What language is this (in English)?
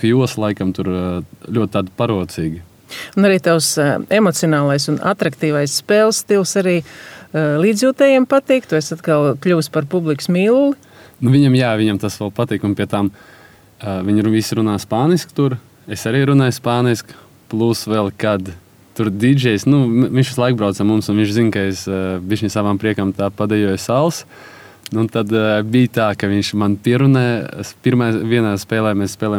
Latvian